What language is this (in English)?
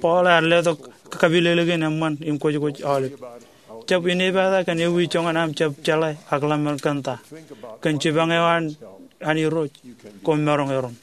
Marshallese